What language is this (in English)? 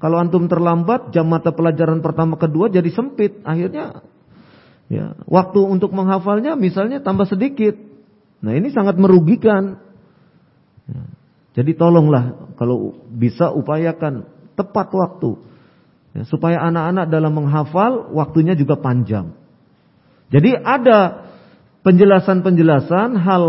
Indonesian